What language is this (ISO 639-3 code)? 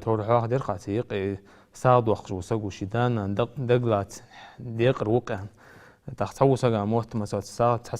inh